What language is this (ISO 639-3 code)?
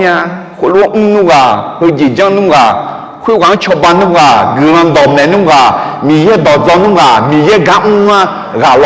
ahk